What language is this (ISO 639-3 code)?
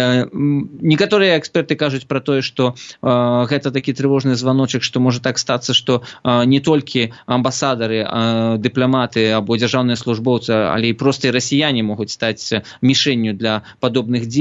bel